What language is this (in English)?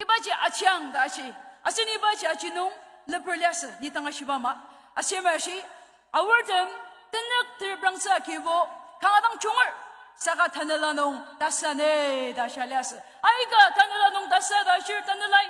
Ao Naga